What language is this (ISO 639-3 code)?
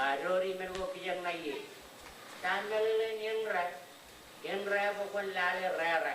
mah